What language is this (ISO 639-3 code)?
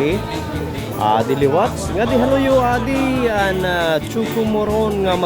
war